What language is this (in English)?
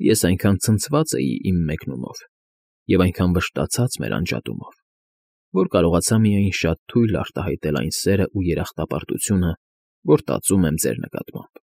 Armenian